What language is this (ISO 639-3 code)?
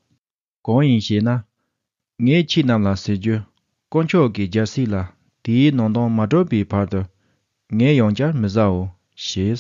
bod